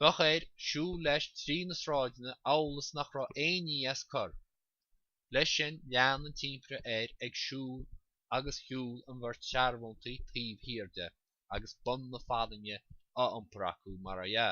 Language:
Irish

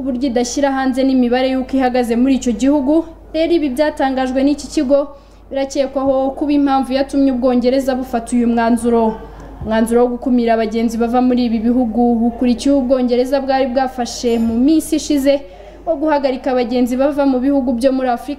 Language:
Kinyarwanda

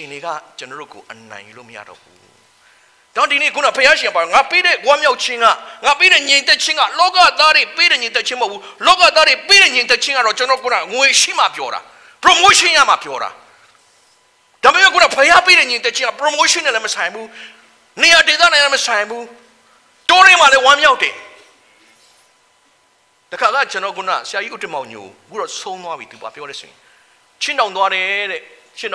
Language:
Burmese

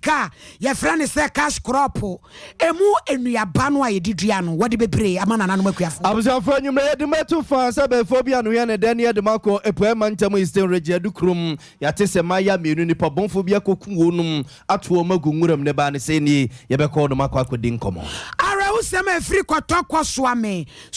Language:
Akan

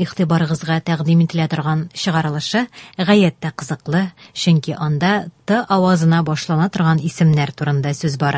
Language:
Tatar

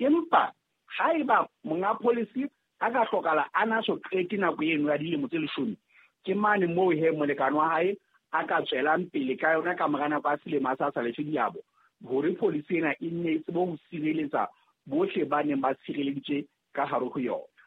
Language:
Southern Sotho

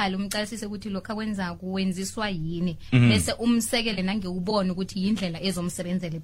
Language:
South Ndebele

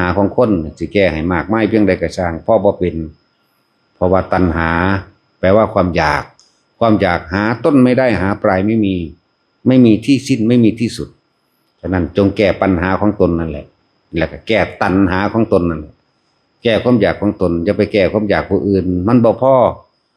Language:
Northeastern Thai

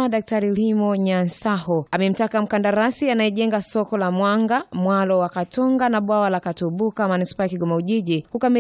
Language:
Swahili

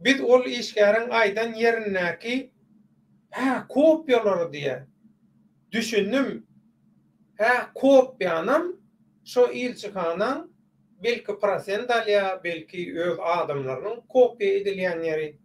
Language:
Turkmen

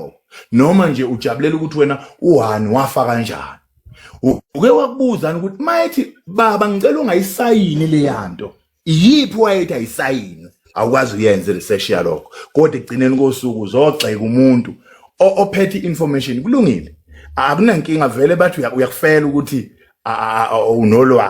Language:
Zulu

